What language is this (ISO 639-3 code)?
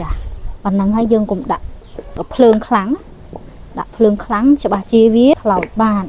khm